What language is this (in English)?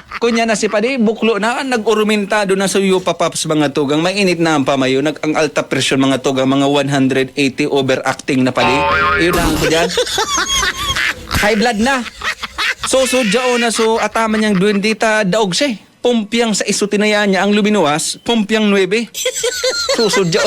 Bikol